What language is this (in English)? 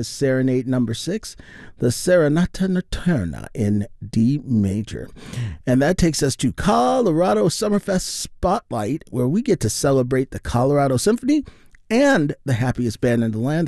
English